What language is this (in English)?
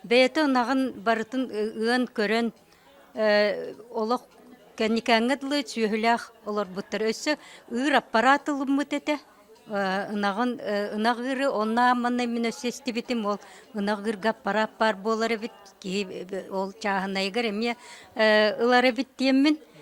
Yakut